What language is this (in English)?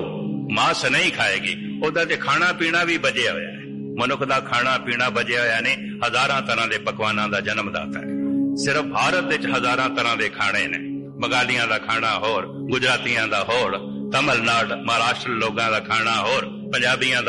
Punjabi